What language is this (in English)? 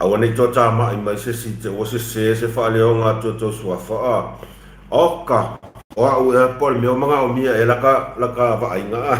Samoan